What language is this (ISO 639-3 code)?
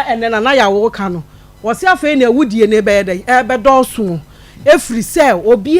aka